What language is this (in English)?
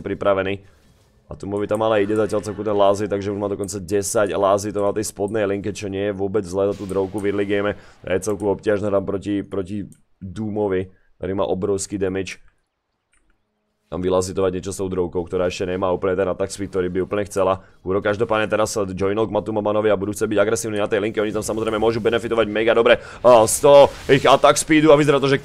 Slovak